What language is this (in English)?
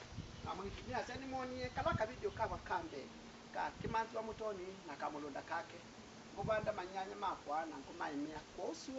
Kamba